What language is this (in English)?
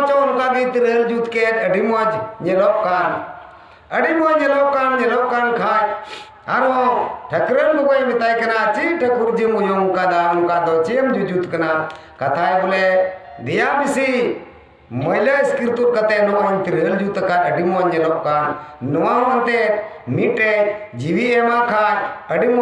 Santali